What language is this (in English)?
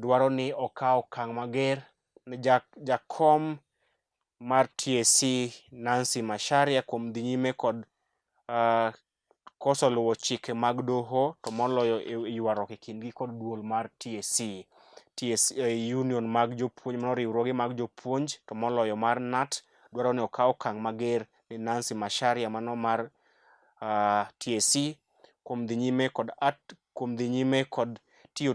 Luo (Kenya and Tanzania)